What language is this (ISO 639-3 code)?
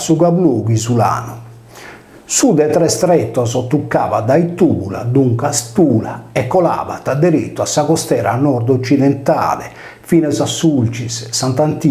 srd